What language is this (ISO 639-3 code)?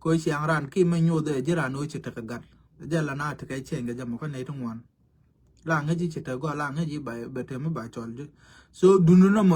nus